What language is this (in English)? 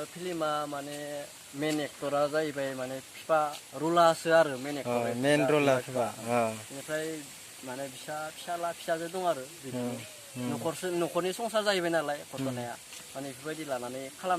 Bodo